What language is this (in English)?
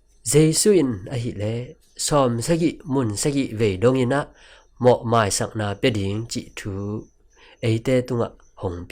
Tedim Chin